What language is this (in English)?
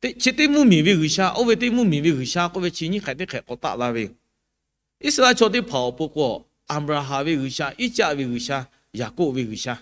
Lahu